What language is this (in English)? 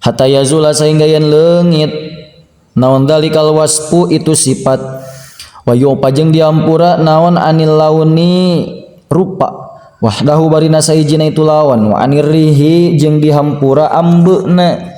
Sundanese